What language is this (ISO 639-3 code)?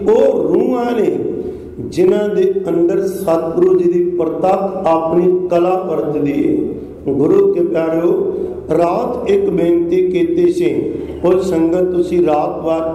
pan